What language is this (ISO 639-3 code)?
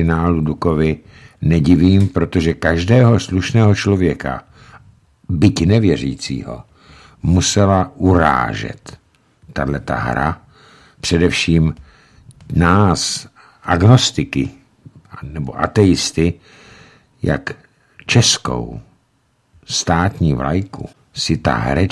ces